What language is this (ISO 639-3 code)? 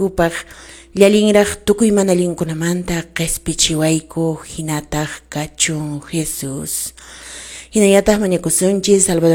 que